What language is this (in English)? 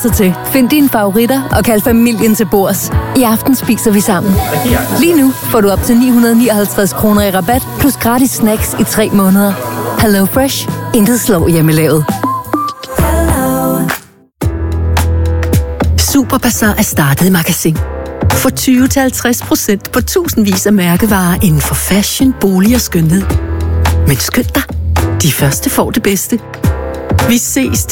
Danish